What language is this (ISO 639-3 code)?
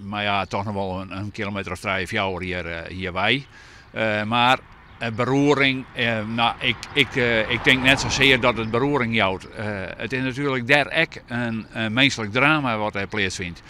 fry